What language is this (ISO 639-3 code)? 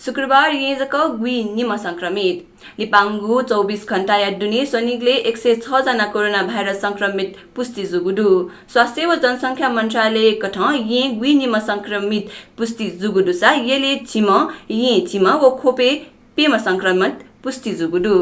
new